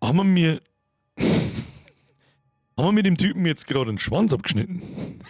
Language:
Bavarian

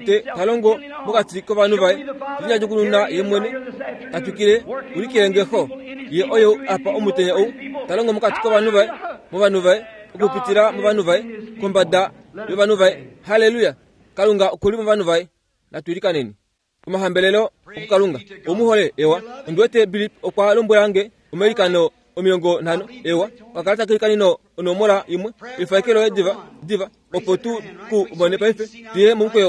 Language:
Kuanyama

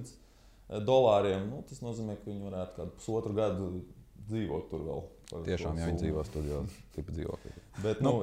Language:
Latvian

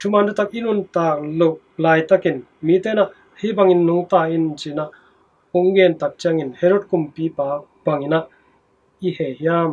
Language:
Tedim Chin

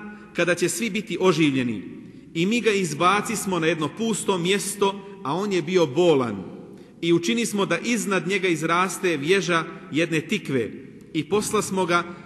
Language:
Bosnian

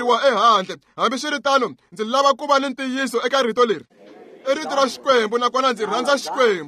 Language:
Tsonga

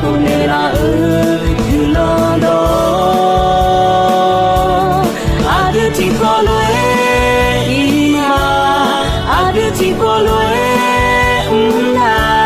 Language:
Akha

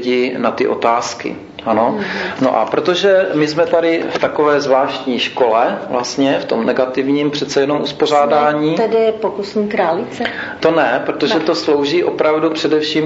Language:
Czech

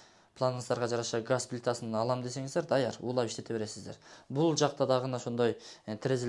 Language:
Kyrgyz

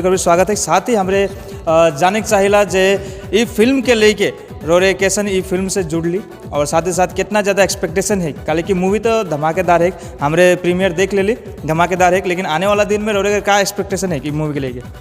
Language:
Sadri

